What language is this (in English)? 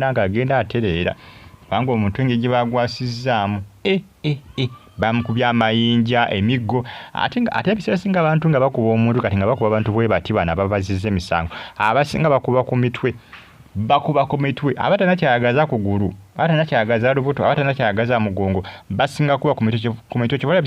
Ganda